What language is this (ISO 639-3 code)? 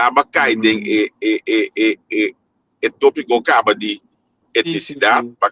pap